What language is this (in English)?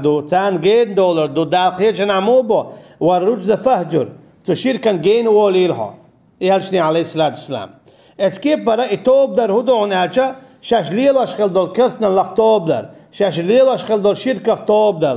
Chechen